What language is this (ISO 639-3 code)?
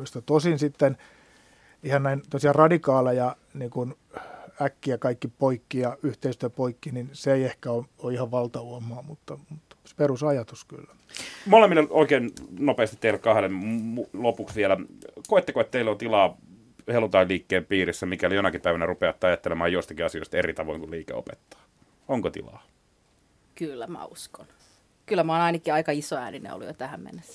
fin